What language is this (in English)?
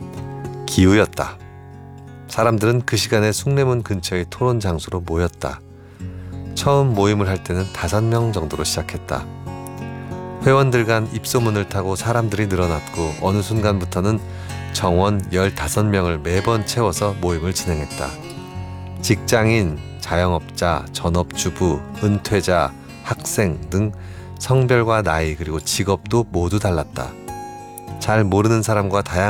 Korean